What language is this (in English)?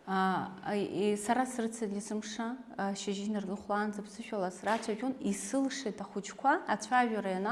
Abkhazian